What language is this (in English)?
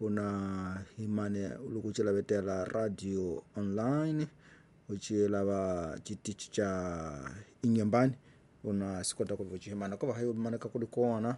Tsonga